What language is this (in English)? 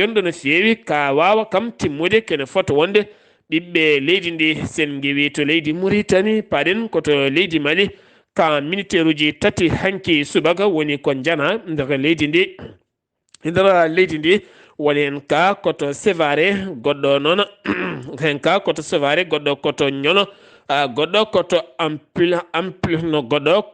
Fula